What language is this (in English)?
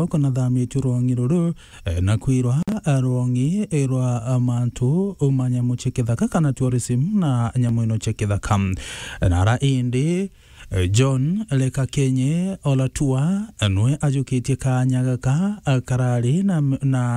Meru